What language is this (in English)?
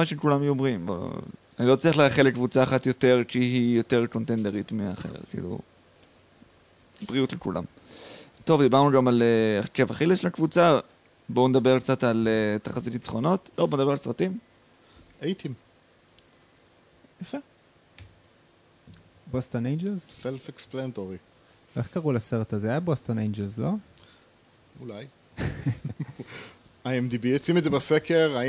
Hebrew